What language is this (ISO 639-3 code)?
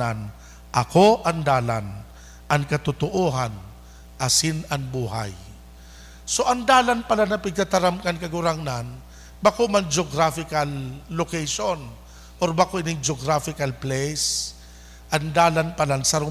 bik